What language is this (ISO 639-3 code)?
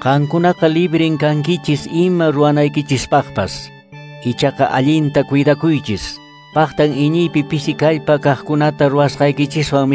que